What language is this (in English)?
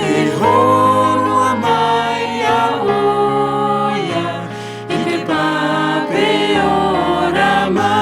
Tahitian